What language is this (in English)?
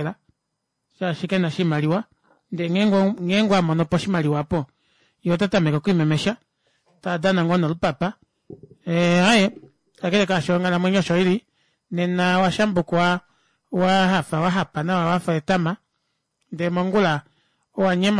Kuanyama